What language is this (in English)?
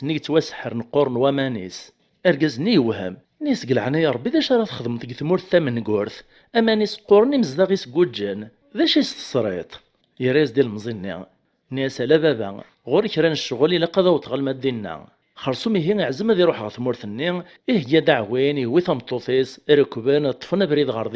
Kabyle